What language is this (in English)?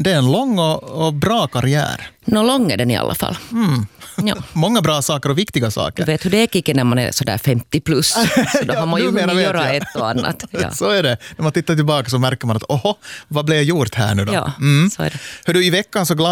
Swedish